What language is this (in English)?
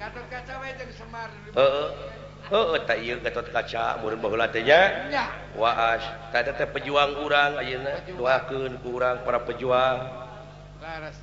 Sundanese